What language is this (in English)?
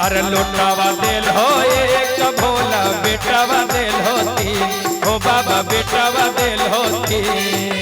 Magahi